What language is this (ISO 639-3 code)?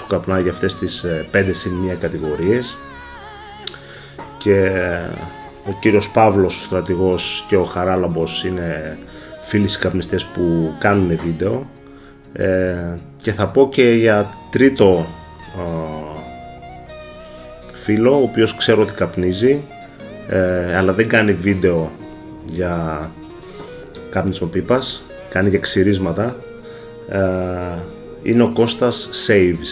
ell